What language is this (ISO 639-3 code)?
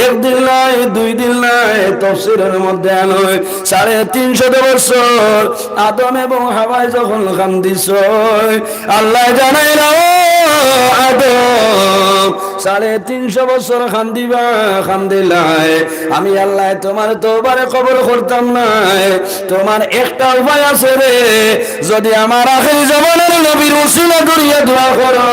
syl